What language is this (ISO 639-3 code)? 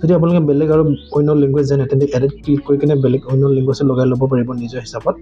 asm